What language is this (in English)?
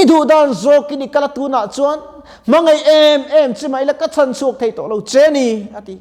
Mizo